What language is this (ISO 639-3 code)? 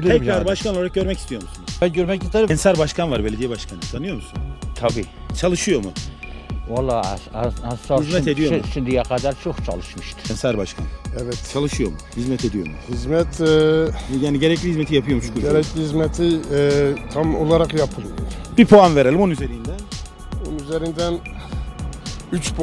tur